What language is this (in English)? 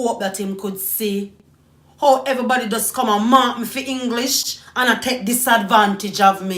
Jamaican Creole English